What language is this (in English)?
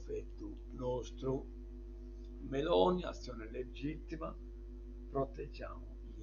Sardinian